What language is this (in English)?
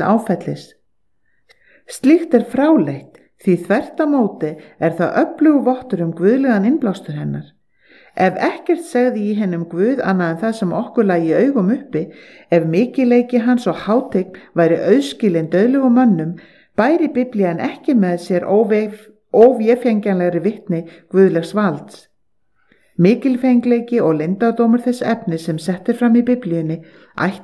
Icelandic